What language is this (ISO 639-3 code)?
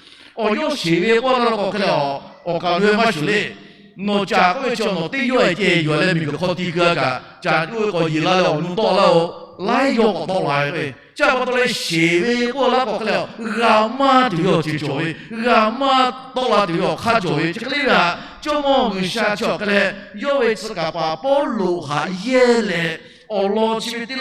lhu